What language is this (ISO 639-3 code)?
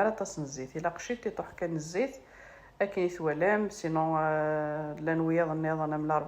kab